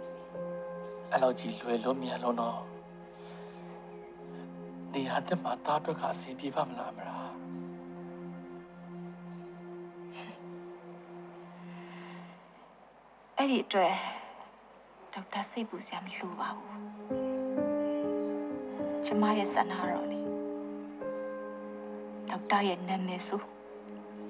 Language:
Burmese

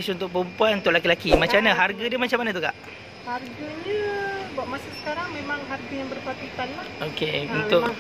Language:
Malay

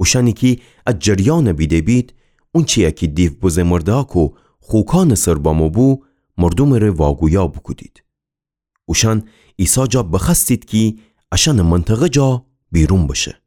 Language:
Gilaki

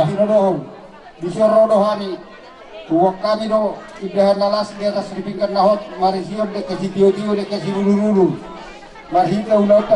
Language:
Batak Toba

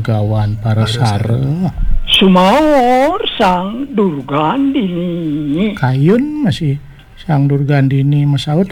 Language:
Balinese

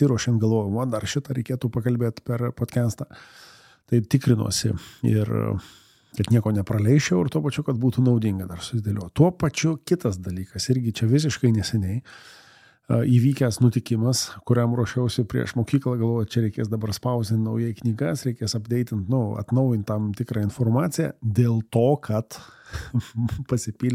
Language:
Lithuanian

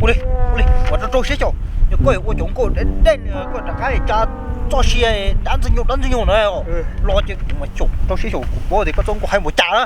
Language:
Hmong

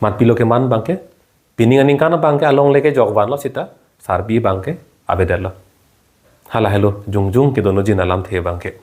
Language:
Karbi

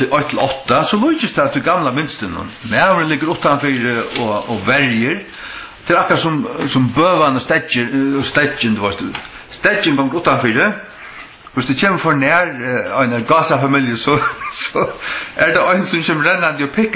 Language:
Faroese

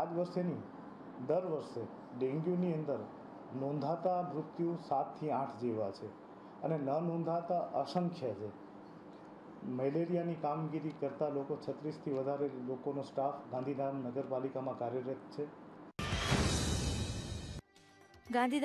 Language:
Gujarati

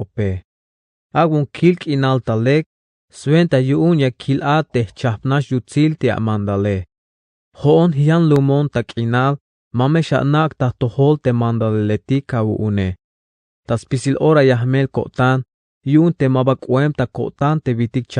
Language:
Tzeltal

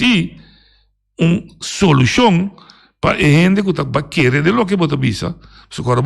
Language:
Papiamento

